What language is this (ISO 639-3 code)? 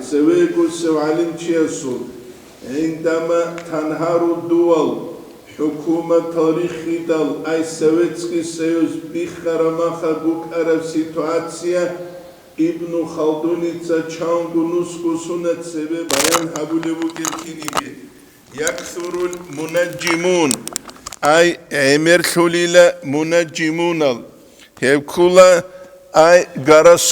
ava